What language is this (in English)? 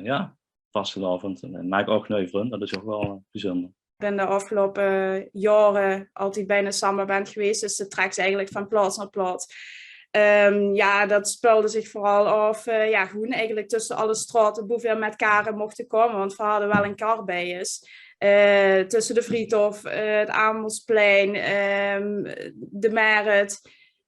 Limburgish